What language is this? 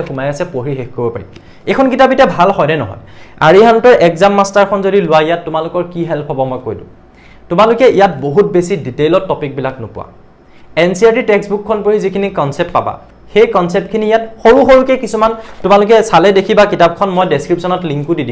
Assamese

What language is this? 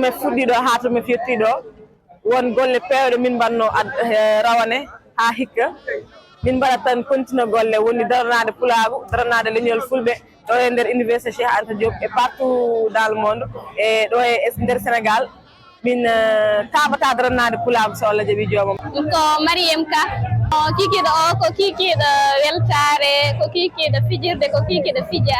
Fula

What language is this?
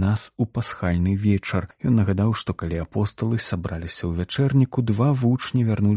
Belarusian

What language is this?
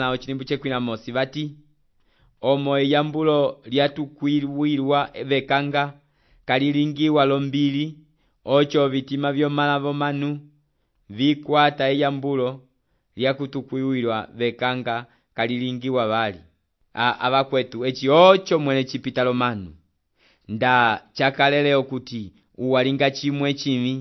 Umbundu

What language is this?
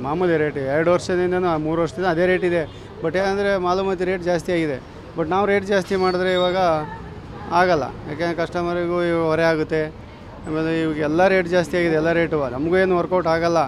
Kannada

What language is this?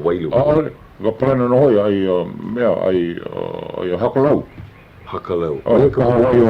Hawaiian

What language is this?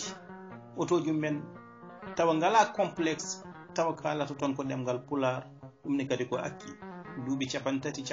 Fula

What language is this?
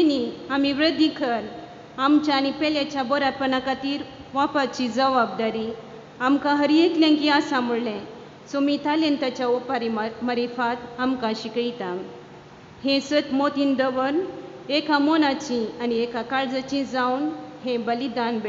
Konkani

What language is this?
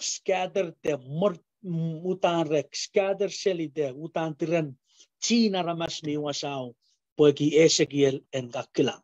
Pohnpeian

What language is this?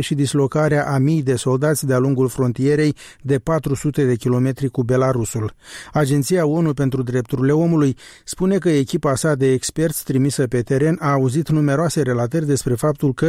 Romanian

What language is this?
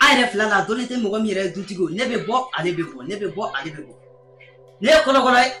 Bambara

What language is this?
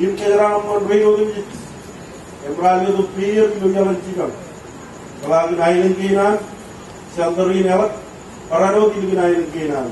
Marshallese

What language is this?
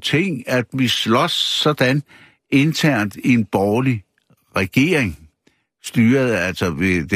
Danish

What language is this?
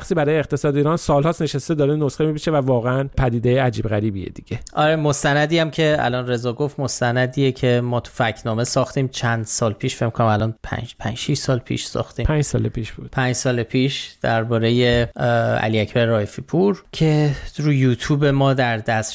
Persian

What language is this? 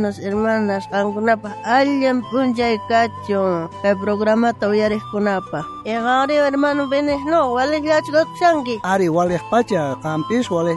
South Bolivian Quechua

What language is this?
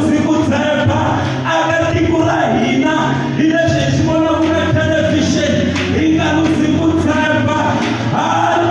Tsonga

